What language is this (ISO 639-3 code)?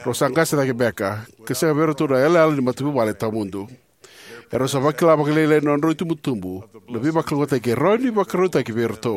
fij